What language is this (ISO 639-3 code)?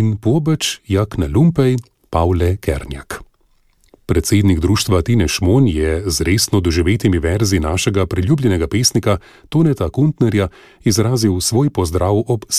slv